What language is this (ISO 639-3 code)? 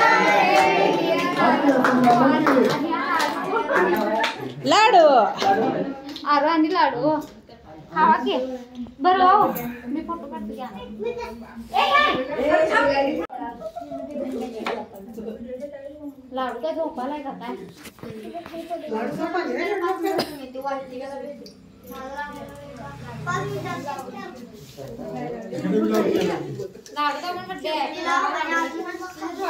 mar